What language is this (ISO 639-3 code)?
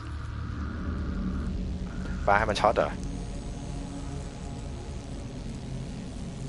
tha